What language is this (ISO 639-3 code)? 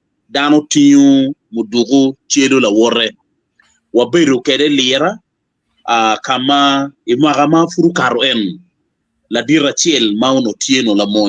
ach